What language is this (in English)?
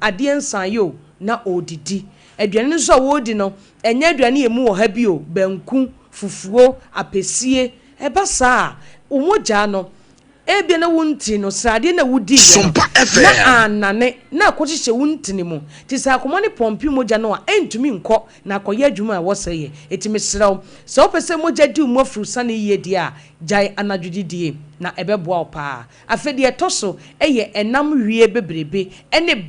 Akan